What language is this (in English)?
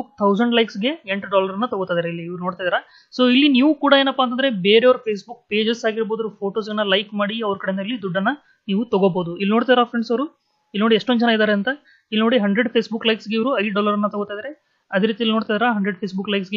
Kannada